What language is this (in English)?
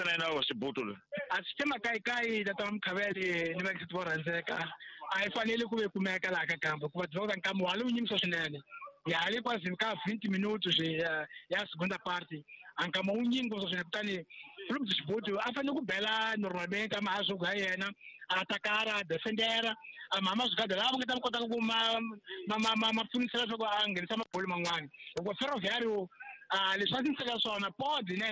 Tsonga